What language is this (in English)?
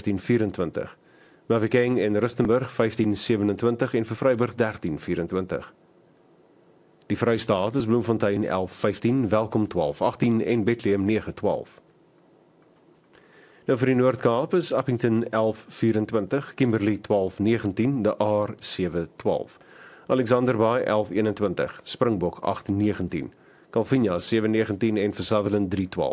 Afrikaans